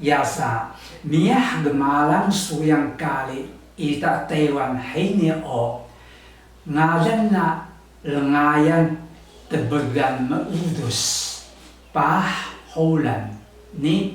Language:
Taroko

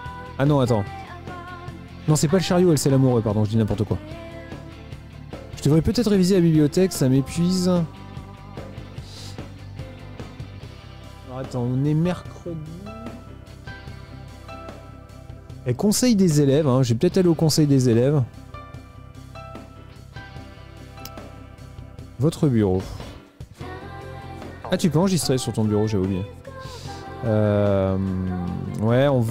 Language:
French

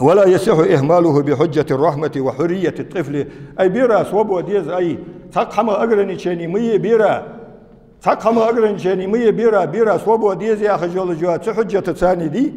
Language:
Ingush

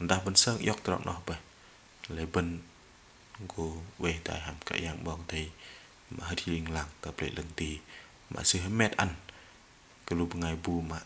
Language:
Bahnar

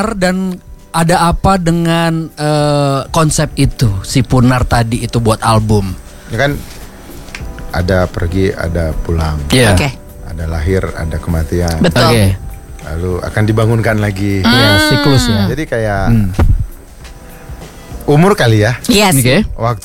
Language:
Indonesian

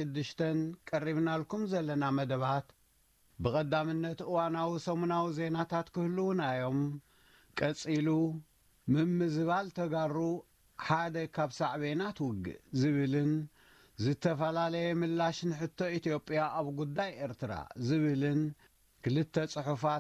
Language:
Tigrinya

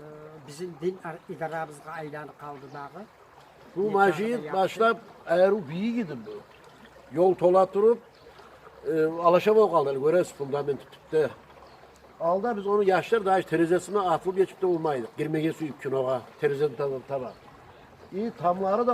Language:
Kumyk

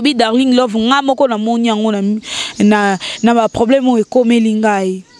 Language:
Lingala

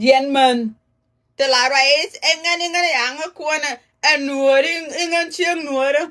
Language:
Nuer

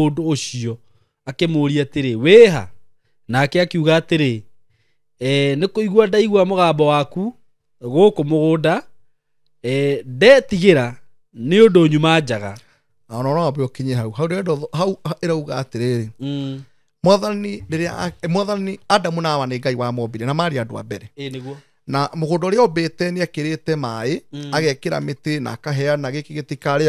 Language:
Kikuyu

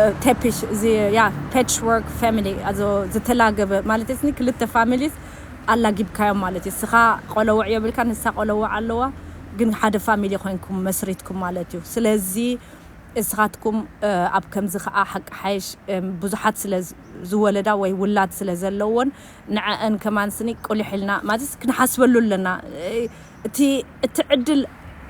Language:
Tigrinya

